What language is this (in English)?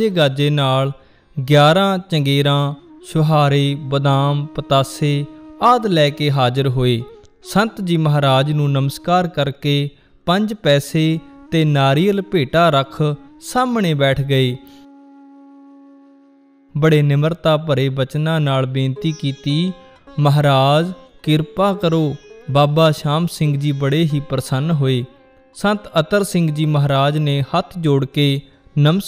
Punjabi